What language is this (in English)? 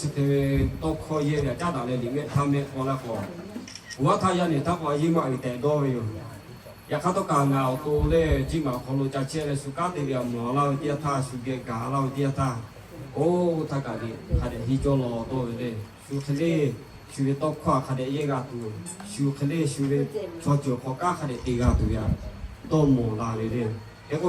Lahu